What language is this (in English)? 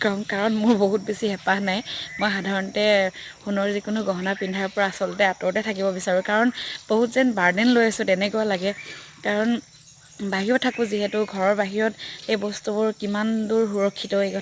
Assamese